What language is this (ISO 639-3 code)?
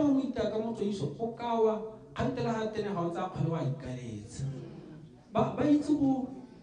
tsn